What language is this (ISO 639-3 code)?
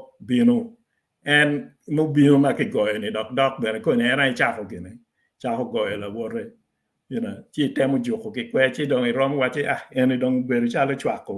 ach